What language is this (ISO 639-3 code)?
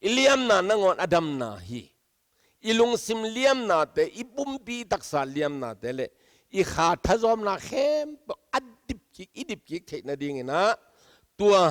ctd